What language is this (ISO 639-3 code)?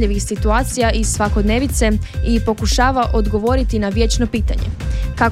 hrv